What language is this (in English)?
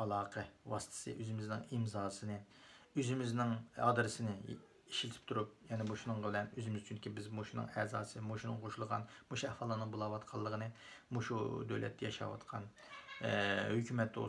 Uyghur